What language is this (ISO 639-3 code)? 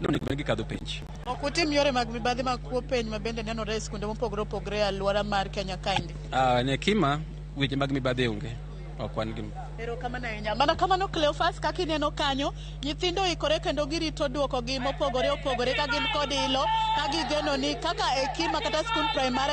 luo